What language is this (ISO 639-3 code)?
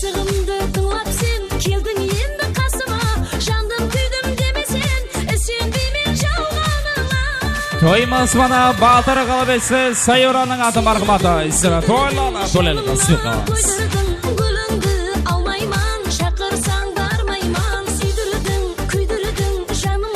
kaa